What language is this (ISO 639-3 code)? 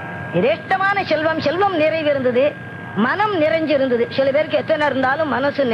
tam